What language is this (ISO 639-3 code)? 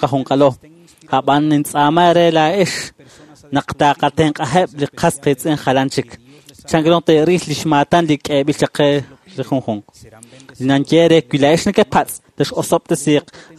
kek